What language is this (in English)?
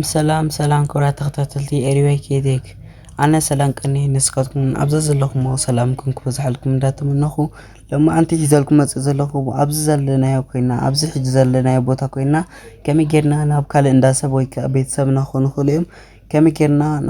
Tigrinya